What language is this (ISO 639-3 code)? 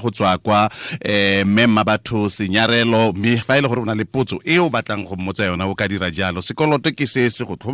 tsn